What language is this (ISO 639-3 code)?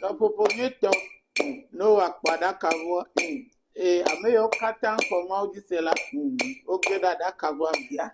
ewe